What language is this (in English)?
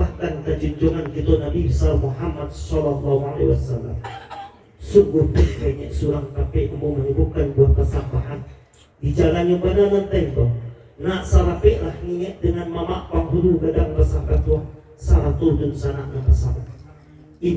Minangkabau